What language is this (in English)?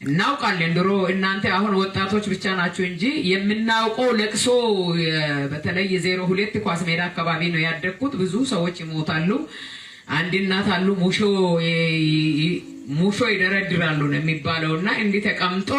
Amharic